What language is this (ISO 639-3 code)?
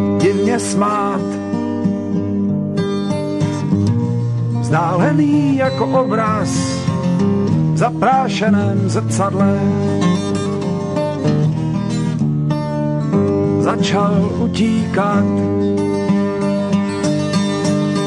ces